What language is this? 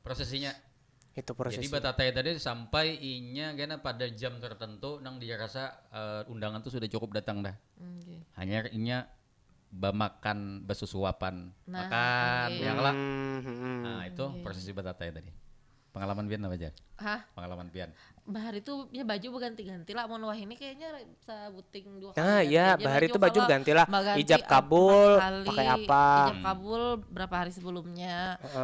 Banjar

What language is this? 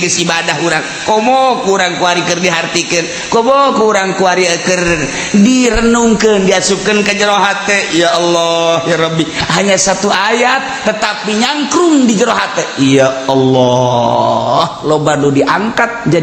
Sundanese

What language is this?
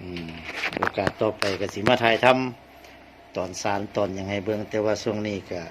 Lao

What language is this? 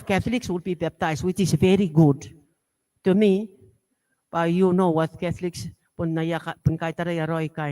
Gilbertese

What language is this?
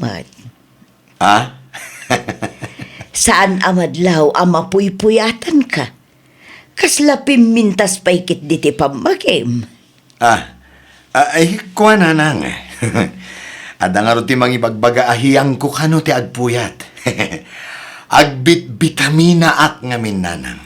Iloko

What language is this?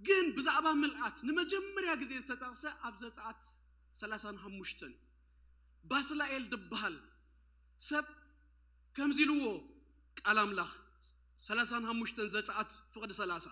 Tigrinya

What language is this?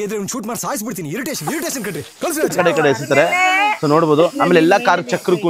Kannada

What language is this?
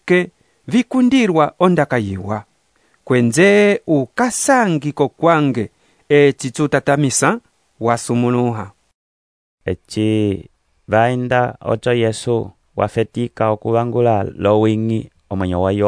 Umbundu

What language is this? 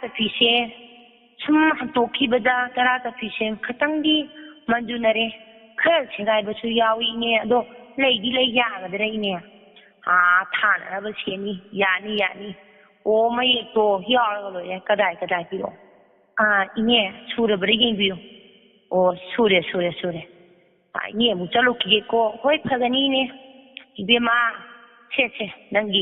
Manipuri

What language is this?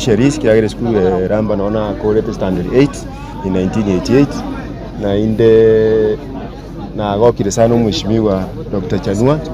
Gusii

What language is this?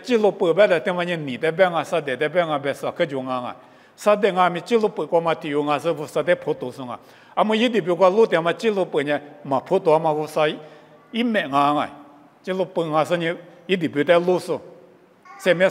Lisu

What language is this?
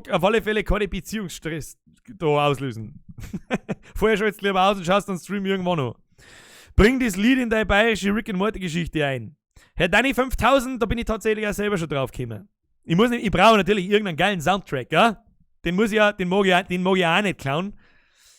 Bavarian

